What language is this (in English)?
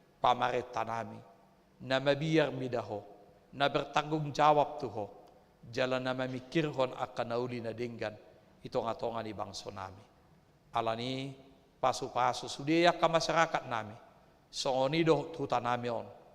Batak Toba